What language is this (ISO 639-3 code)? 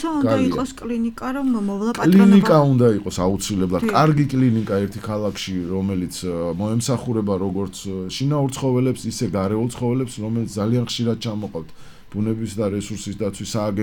kat